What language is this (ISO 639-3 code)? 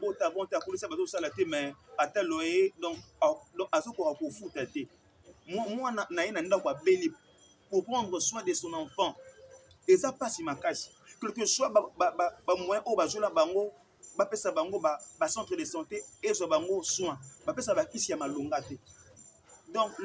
lin